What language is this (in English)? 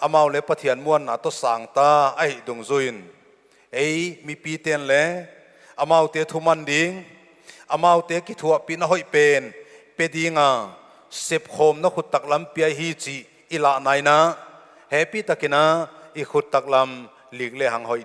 Paite Chin